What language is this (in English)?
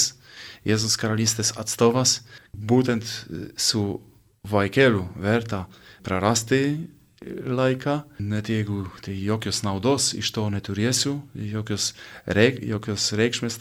Lithuanian